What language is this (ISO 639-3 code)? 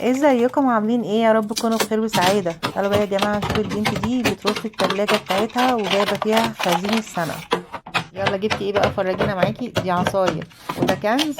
arz